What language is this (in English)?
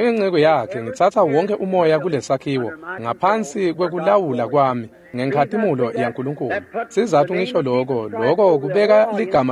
Swati